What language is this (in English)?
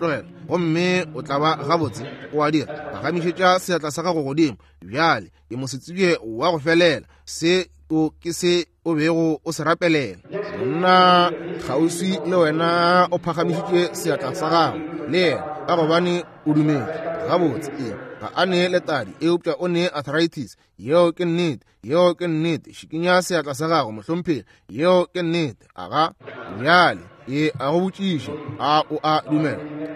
Northern Sotho